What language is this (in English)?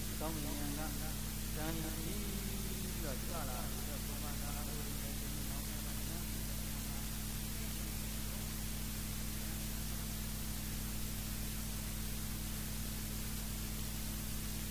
Burmese